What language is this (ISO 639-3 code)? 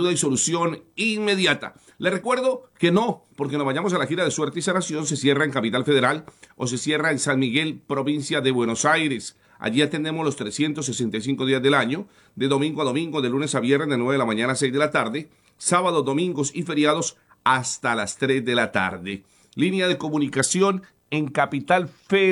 spa